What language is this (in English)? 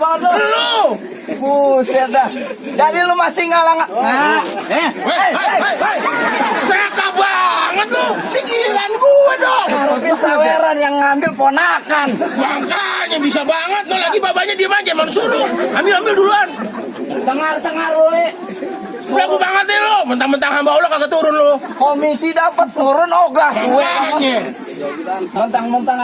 Betawi